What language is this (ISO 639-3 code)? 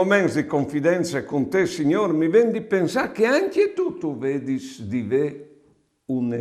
fur